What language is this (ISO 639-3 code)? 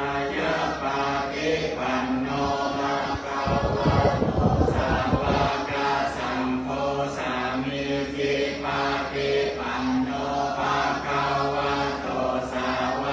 pli